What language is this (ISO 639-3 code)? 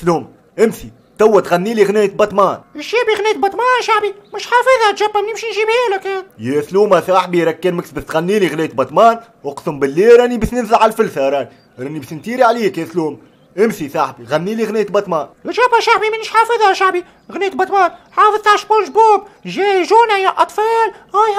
aeb